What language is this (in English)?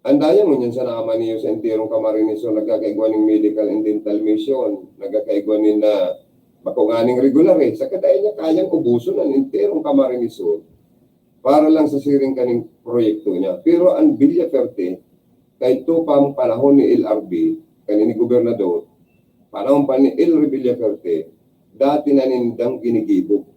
Bikol